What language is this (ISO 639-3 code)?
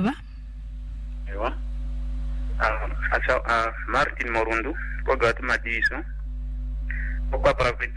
swa